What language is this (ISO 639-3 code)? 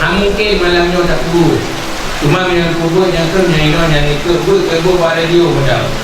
ace